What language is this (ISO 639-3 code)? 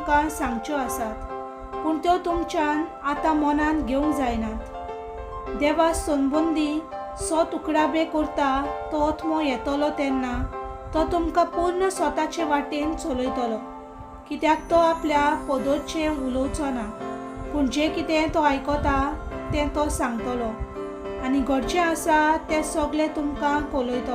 kok